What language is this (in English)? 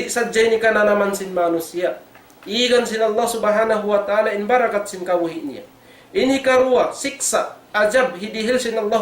Tausug